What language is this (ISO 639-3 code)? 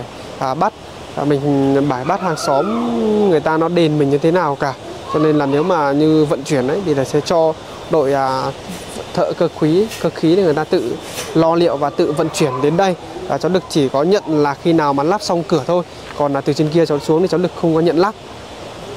vie